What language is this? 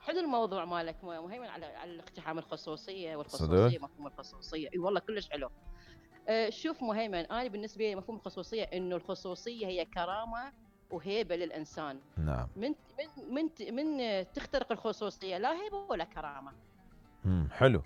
Mesopotamian Arabic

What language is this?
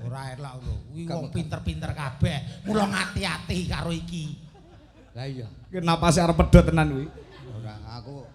Javanese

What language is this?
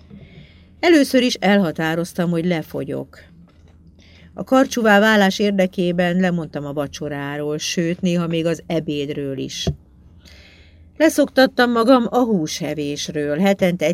Hungarian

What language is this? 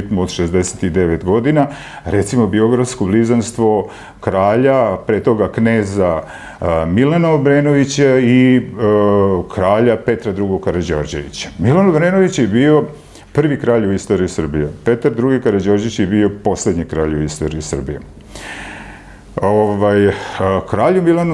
Serbian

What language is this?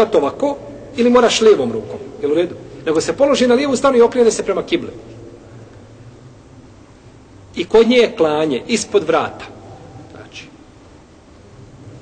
Bosnian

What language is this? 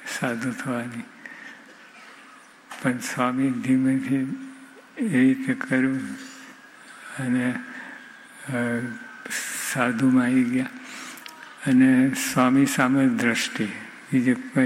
Gujarati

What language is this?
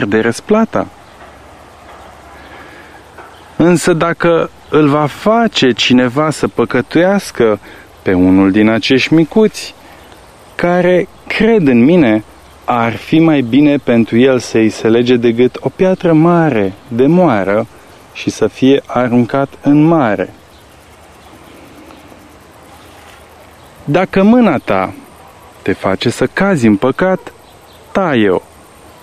Romanian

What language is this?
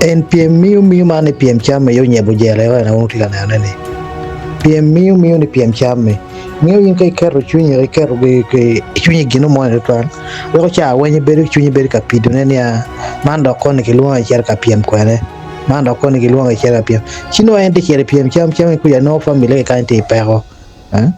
Acoli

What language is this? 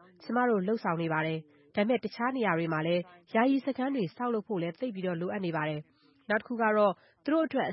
Burmese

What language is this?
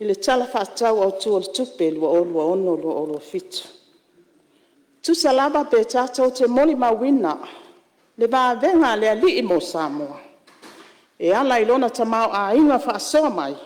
Samoan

